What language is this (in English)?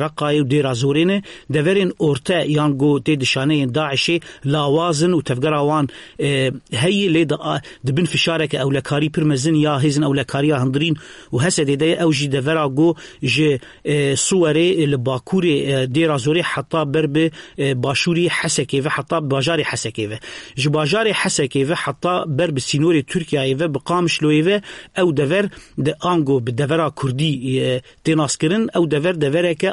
Kurdish